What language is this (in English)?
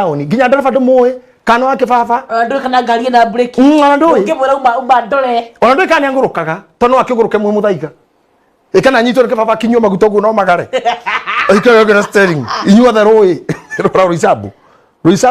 Kikuyu